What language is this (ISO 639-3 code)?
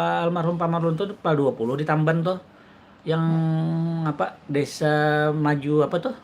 bjn